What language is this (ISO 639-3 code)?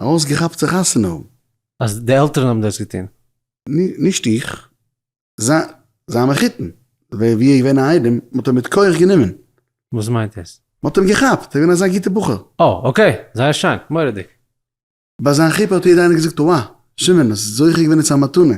yid